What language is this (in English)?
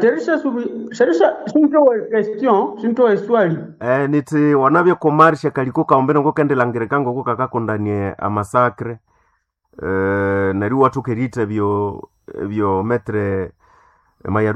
Nande